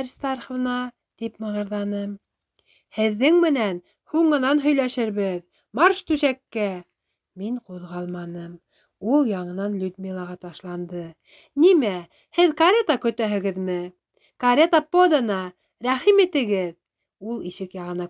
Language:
Bashkir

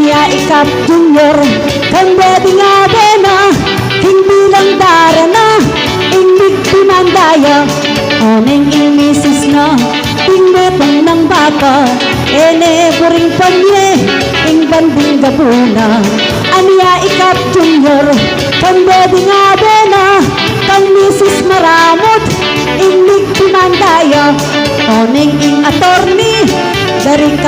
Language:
Pampanga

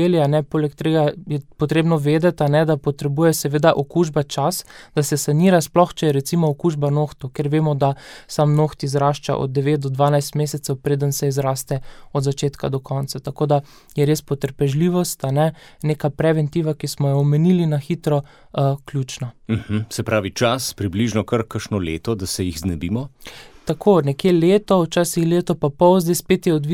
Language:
Slovenian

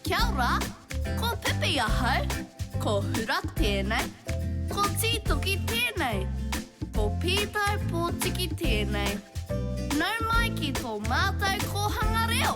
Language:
Māori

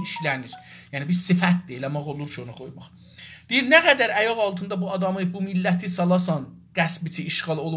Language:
South Azerbaijani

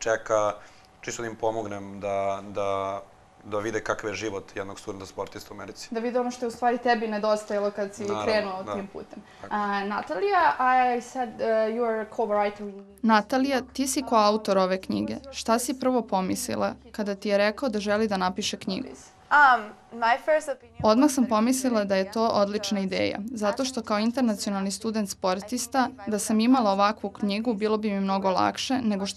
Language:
Serbian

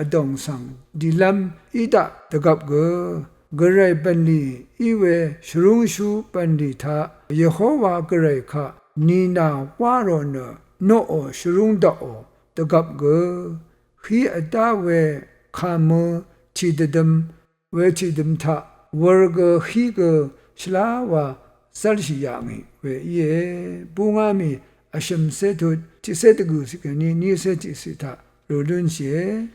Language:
Rawang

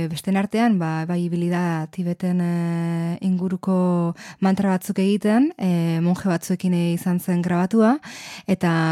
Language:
Basque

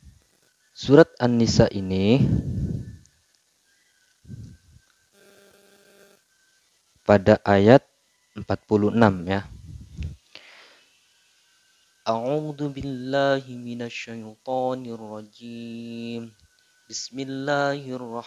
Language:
Indonesian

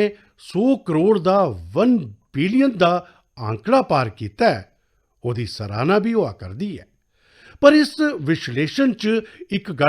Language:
Dogri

